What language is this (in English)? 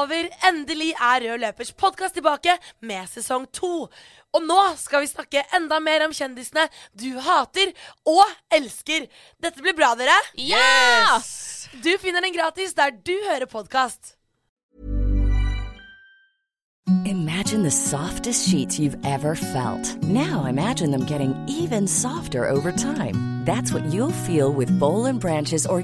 Norwegian